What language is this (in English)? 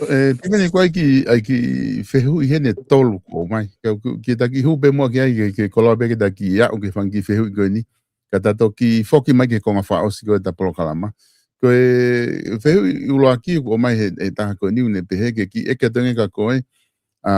Tongan